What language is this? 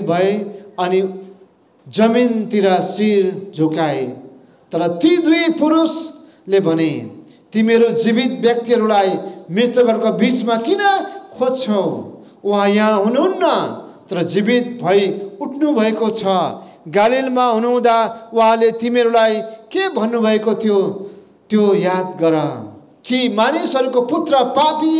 Nepali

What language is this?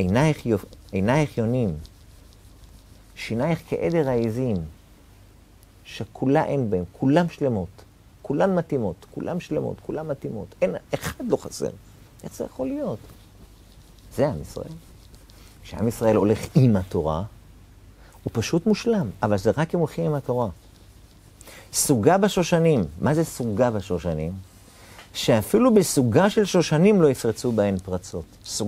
Hebrew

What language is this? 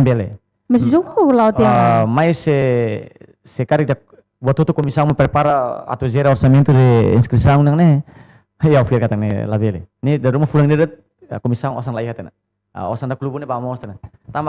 Tetum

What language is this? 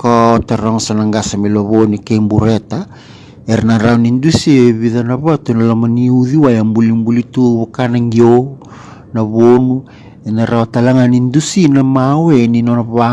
Fijian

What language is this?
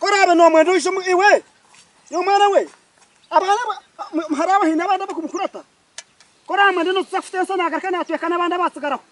Nyankole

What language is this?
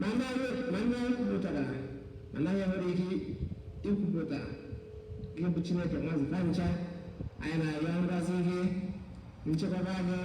Igbo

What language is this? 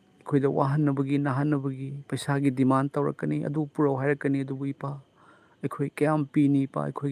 Manipuri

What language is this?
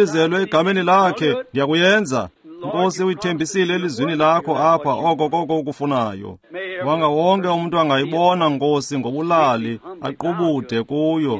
Xhosa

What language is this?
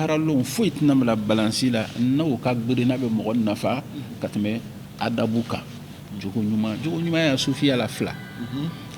Bambara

